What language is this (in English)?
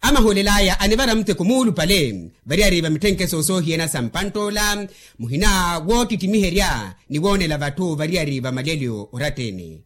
Makhuwa